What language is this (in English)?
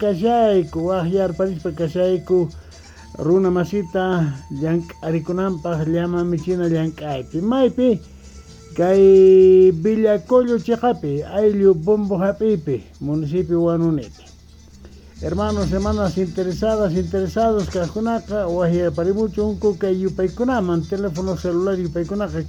South Bolivian Quechua